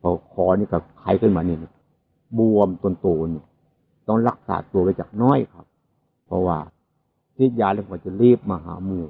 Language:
Northeastern Thai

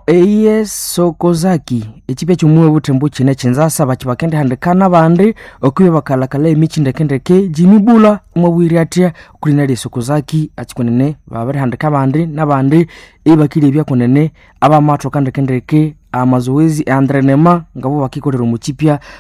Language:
Nande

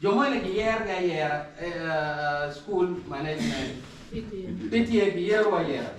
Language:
Acoli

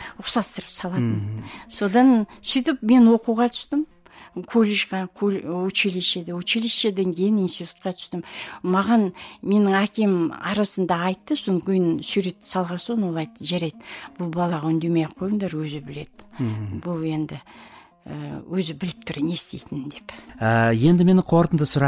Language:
Kazakh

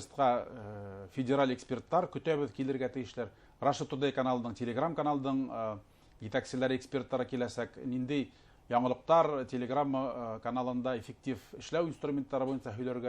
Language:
Bashkir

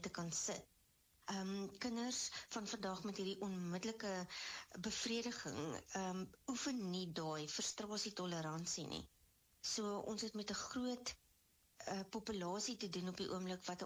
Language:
Afrikaans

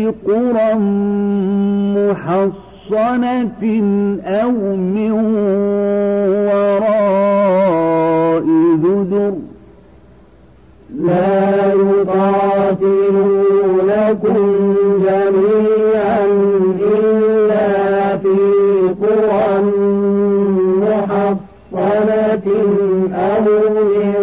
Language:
Arabic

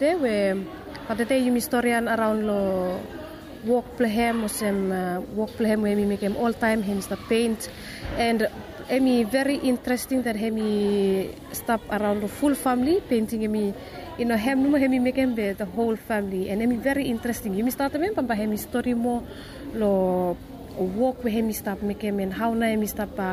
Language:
Bislama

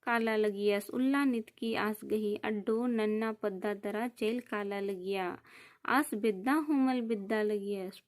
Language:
Kurukh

